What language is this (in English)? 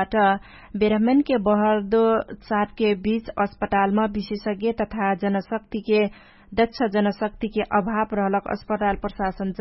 Dangaura Tharu